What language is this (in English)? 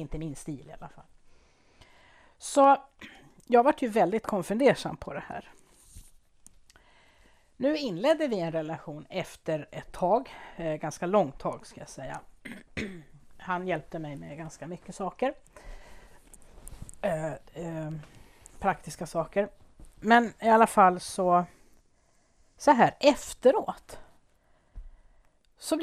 Swedish